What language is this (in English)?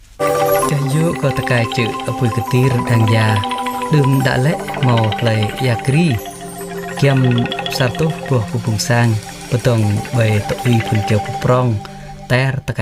Jarai